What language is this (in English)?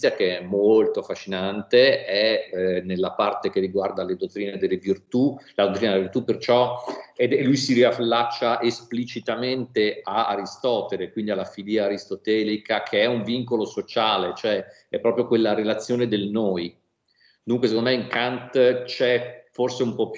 Italian